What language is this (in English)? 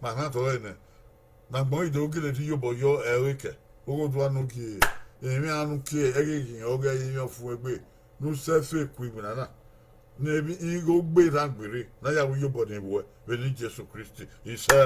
Bini